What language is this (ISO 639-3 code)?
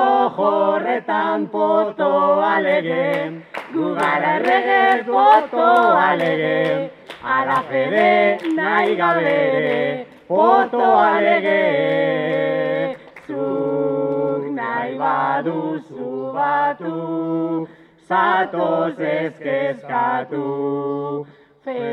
eus